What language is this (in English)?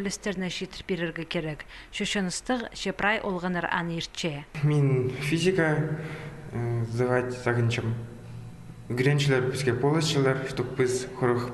Khakas